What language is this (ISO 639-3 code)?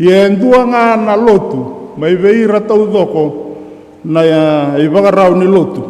fij